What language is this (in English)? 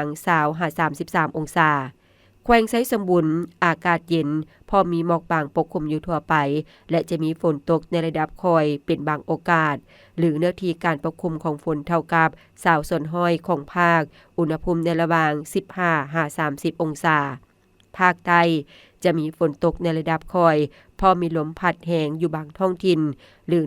Lao